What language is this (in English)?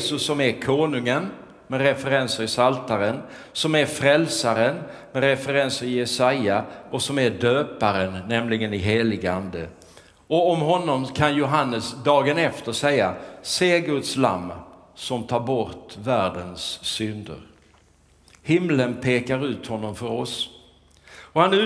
Swedish